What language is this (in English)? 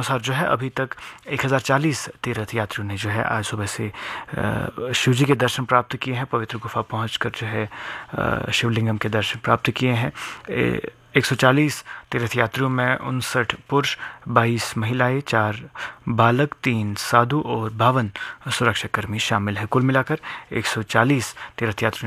Hindi